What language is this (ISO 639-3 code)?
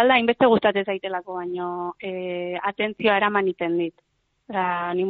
eus